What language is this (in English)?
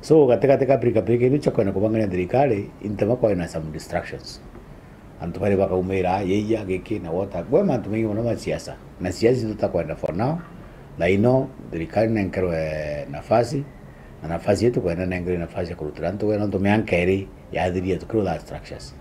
Meru